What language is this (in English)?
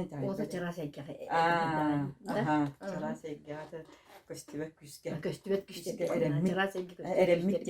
Yakut